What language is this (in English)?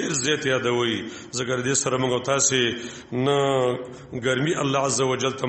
Pashto